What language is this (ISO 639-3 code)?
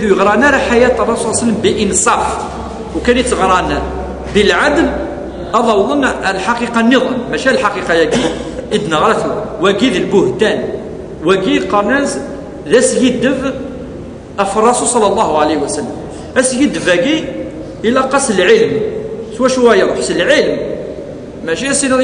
kab